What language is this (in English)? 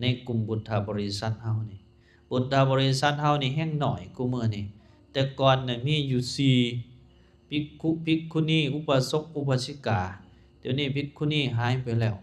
Lao